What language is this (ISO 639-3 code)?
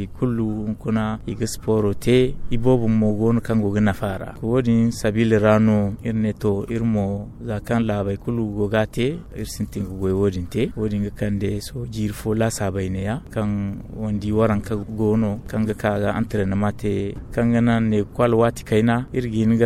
dje